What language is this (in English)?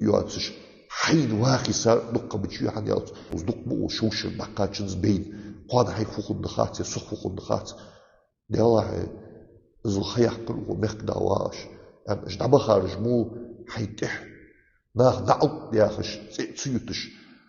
Ingush